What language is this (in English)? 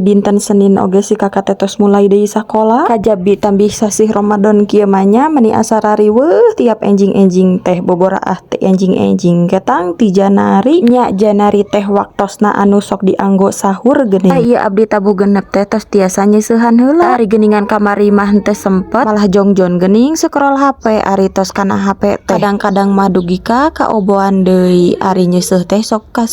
Sundanese